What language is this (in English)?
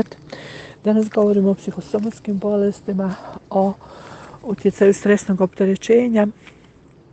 Croatian